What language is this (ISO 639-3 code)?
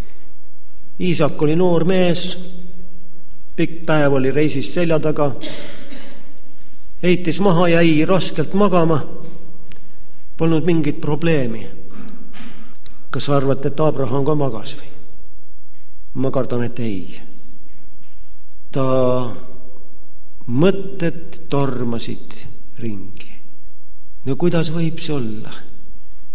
est